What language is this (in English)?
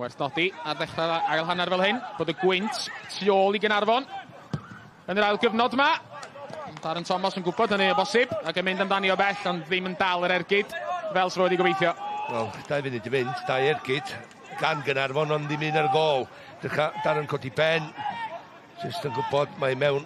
Welsh